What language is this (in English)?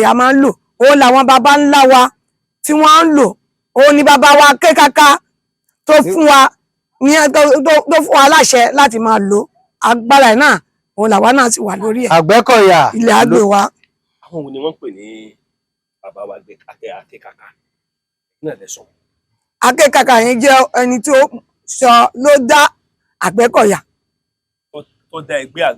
Yoruba